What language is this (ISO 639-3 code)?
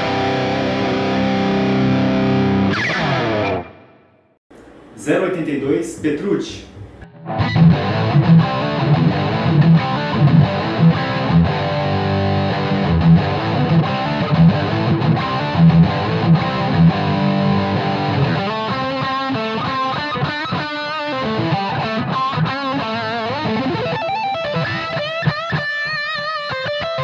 por